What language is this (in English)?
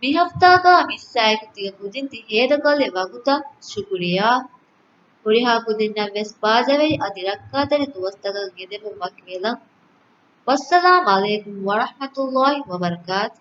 Divehi